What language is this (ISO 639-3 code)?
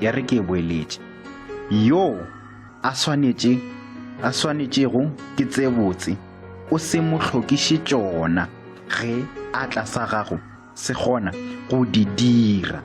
nso